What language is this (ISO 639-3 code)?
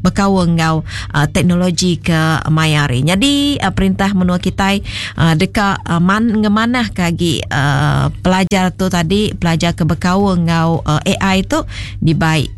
iba